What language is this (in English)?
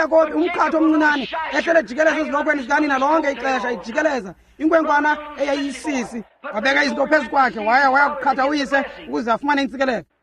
Xhosa